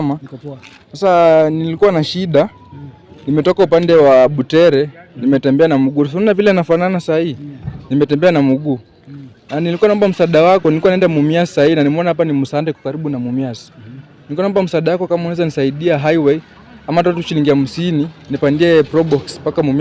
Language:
Swahili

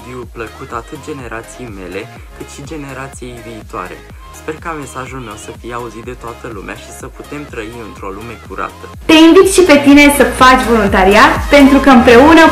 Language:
Romanian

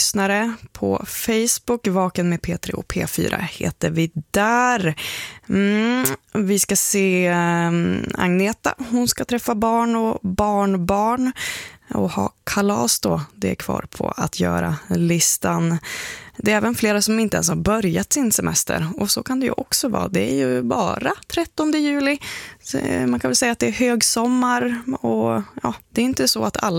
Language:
Swedish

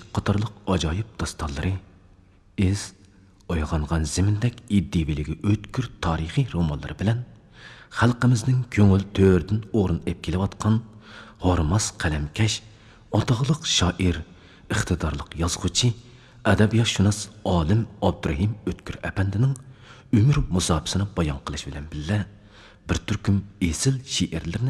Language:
Uyghur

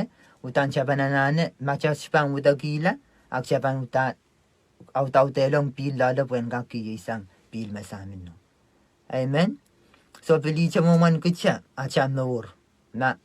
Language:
Pohnpeian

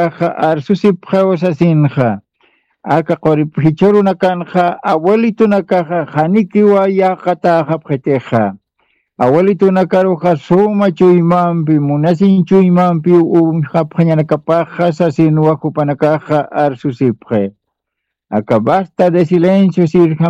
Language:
Aymara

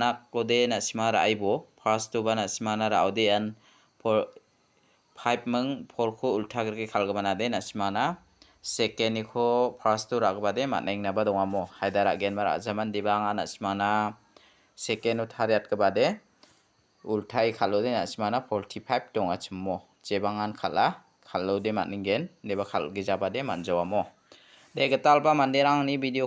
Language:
Garo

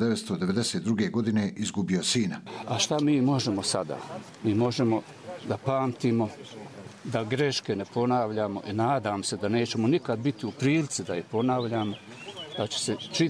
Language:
Croatian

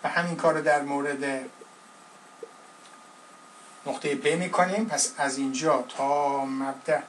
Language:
Persian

